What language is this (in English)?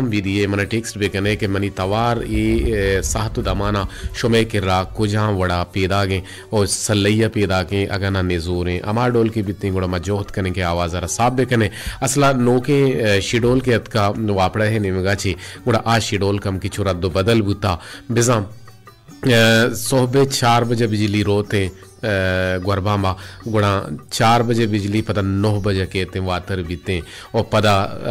Baluchi